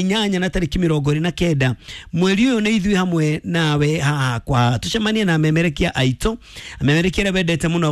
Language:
Kikuyu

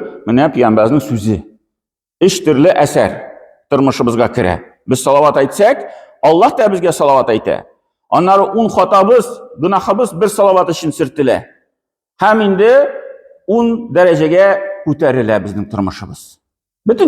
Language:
Tatar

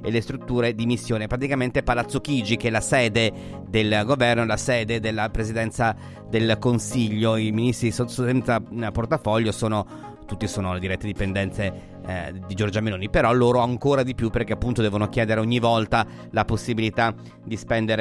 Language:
Italian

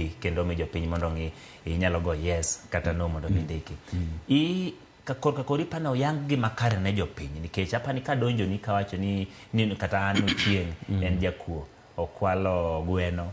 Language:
Luo (Kenya and Tanzania)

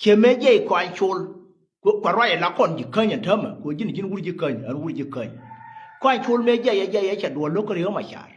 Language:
Nuer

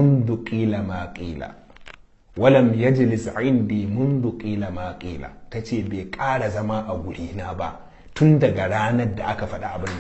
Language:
Hausa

